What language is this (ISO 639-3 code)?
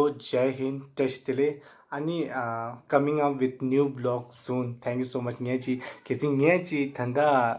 bod